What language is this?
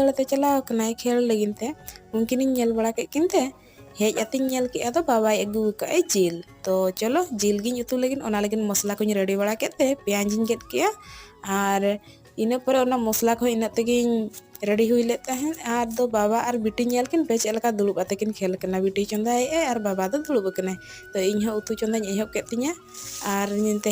Santali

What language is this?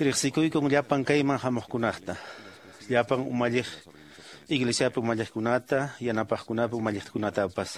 Quechua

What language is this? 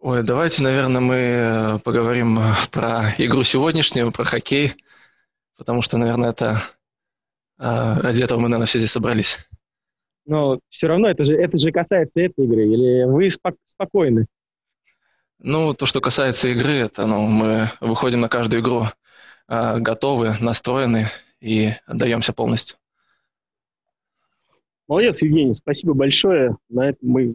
Russian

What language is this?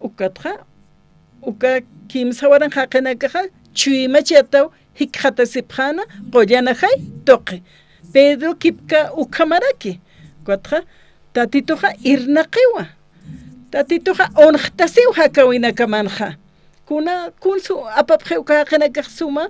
Aymara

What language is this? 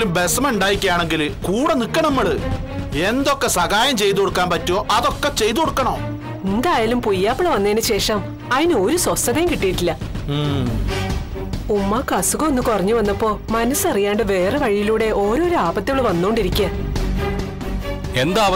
Malayalam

